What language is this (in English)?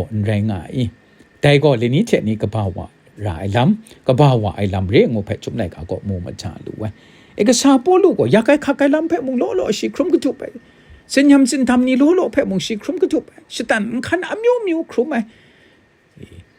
Kachin